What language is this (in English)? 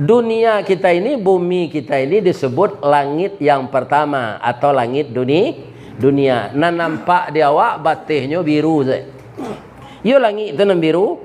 Minangkabau